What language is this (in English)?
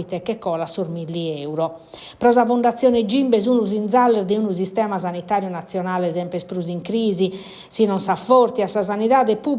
Sardinian